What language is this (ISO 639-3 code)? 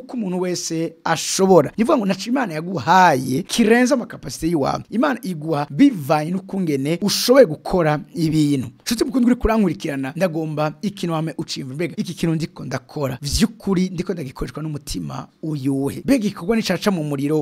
run